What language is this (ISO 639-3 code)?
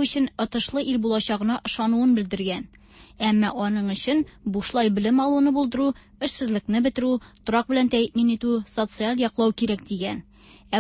tat